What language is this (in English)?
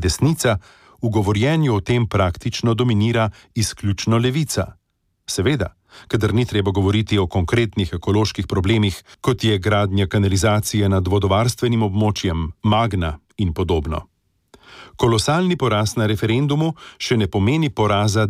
Slovenian